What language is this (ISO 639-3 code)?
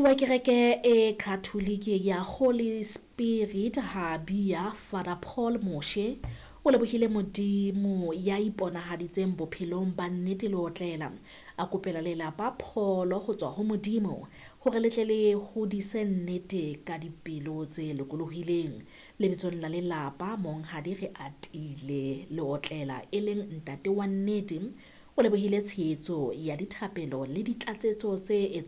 sot